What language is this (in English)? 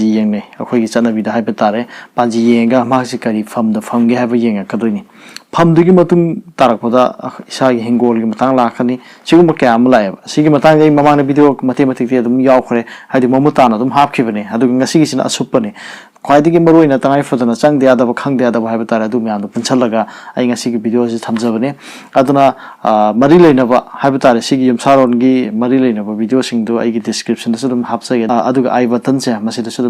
Manipuri